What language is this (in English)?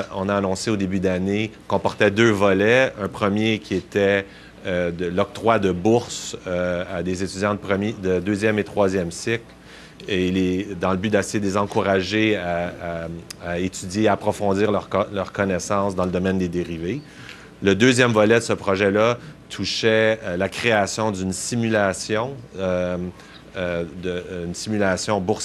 French